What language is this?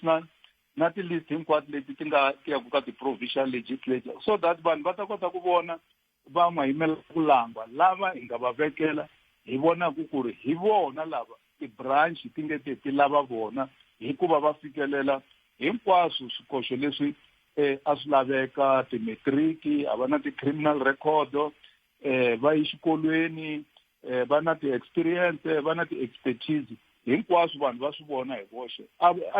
Tsonga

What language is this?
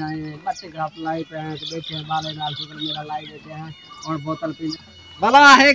Saraiki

